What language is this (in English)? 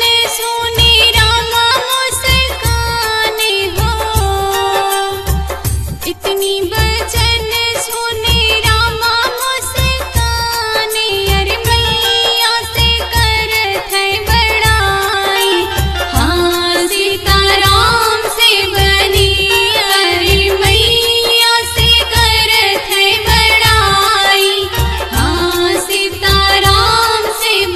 Bhojpuri